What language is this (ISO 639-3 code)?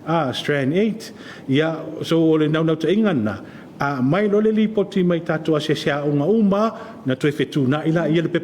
smo